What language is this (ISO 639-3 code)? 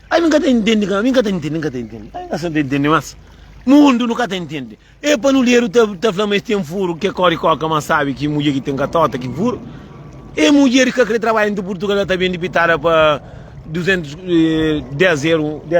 kea